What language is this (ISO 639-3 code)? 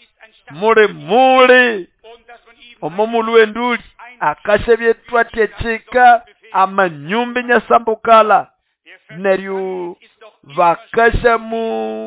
nnb